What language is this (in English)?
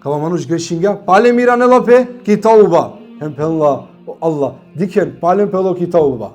Balkan Romani